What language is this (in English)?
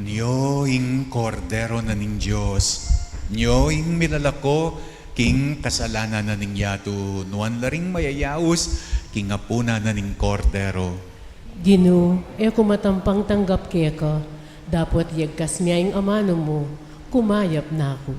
Pampanga